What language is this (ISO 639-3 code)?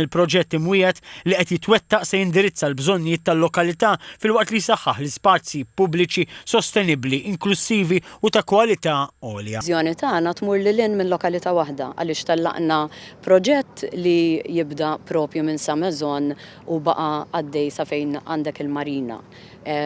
mlt